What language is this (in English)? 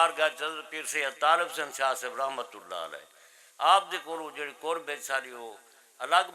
Saraiki